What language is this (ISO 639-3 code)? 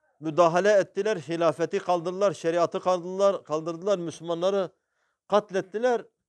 tur